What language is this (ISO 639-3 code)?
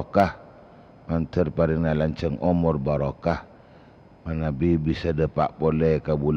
mad